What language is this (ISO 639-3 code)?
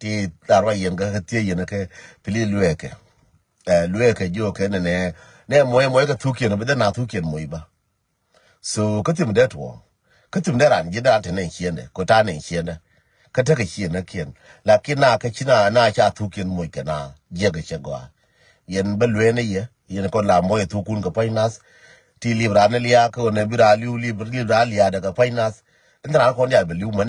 nus